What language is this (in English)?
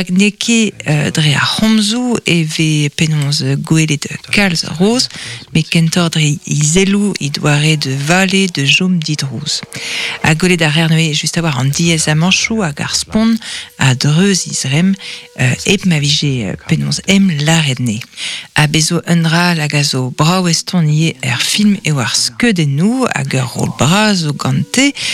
Breton